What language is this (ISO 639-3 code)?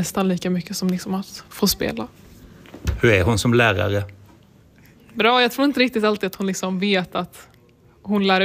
swe